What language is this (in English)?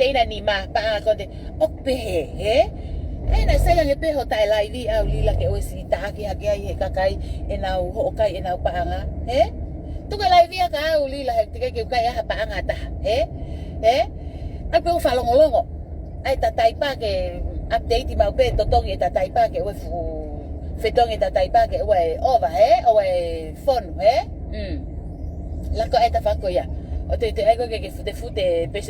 Tongan